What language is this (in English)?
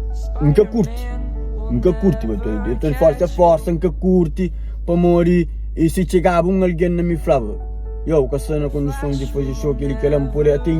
Kabuverdianu